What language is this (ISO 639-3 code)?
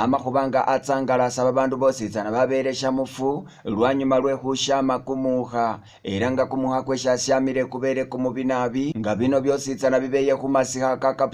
myx